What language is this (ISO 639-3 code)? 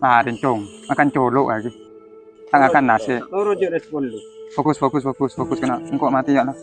mad